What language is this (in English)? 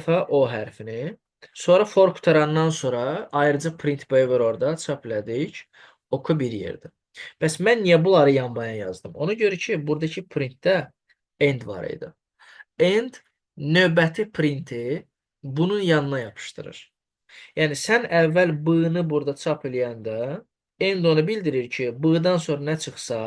Azerbaijani